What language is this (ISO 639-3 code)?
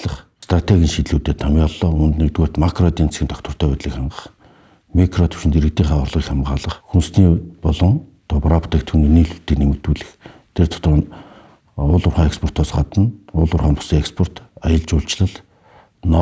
mon